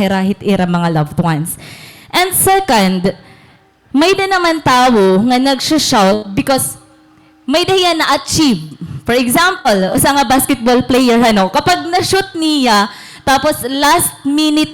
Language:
Waray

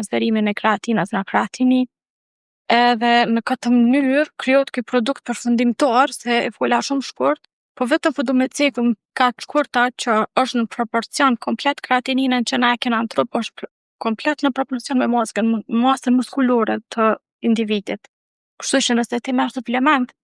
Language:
Albanian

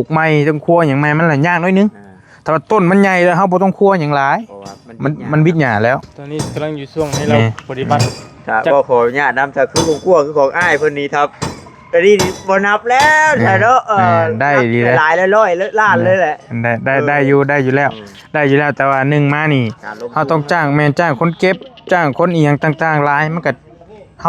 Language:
Northeastern Thai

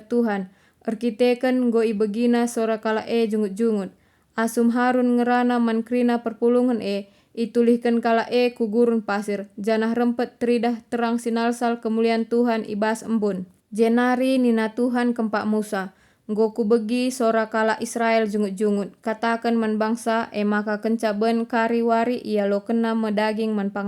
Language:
Batak Karo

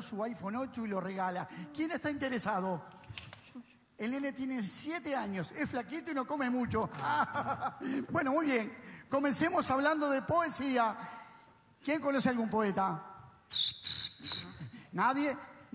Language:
Spanish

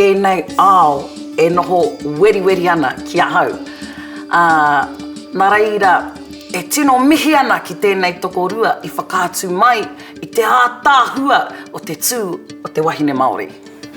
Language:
Māori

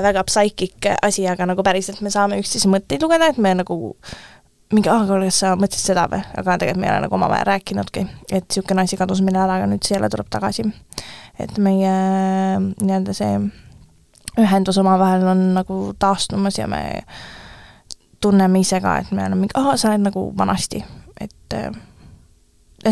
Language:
Estonian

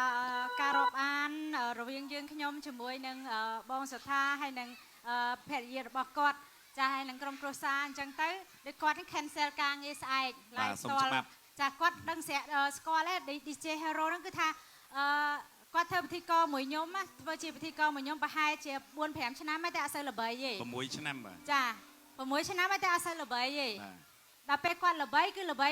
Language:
Khmer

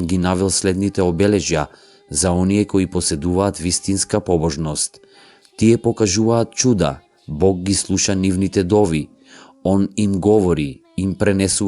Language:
Macedonian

